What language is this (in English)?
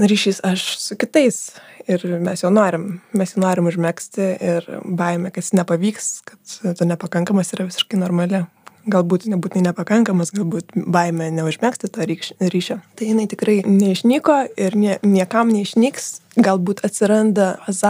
Lithuanian